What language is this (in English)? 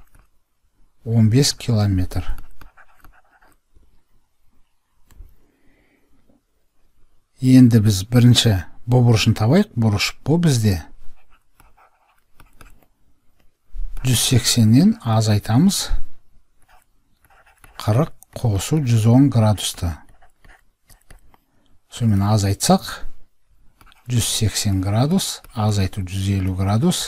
Kazakh